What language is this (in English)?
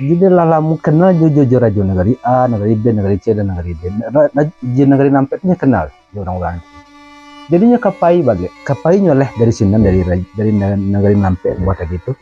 Minangkabau